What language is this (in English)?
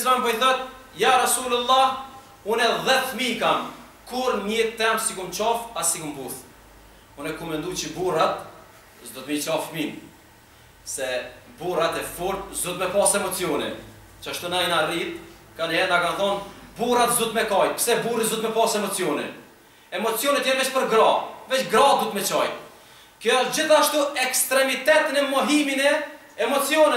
Albanian